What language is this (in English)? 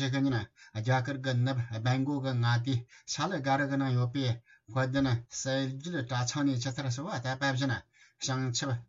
Tibetan